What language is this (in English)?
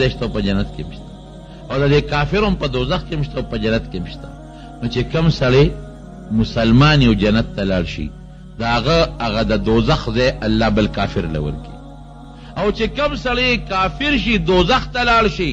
Pashto